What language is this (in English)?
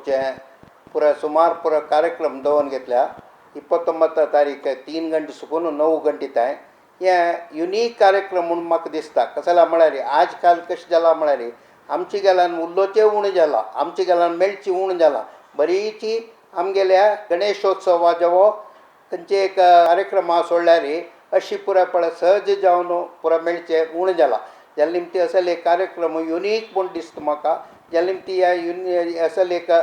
Konkani